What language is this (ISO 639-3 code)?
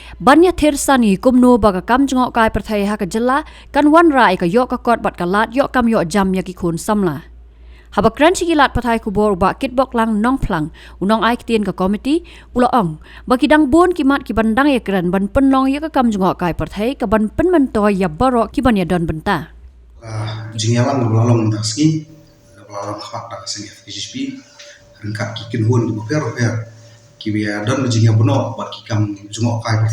kha